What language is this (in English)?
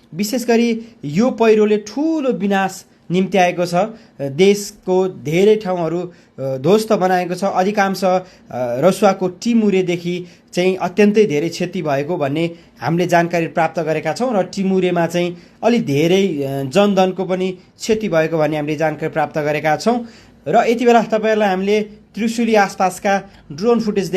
Nepali